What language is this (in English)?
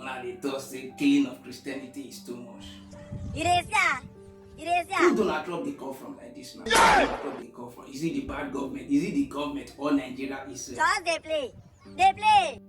Nigerian Pidgin